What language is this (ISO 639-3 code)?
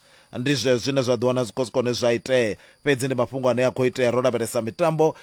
ven